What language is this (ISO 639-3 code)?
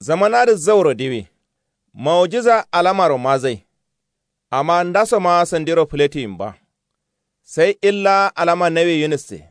kau